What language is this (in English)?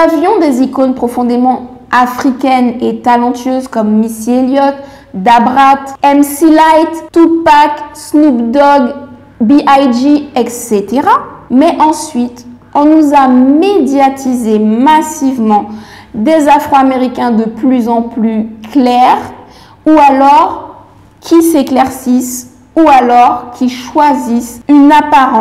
French